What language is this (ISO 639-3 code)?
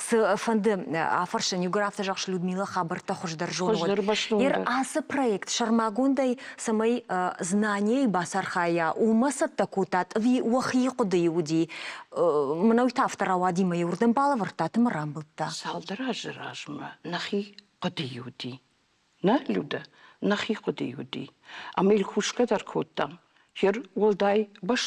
oss